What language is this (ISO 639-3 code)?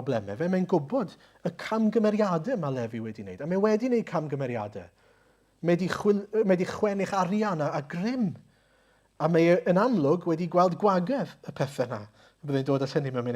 cym